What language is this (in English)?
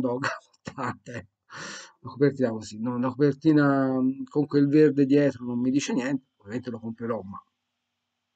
Italian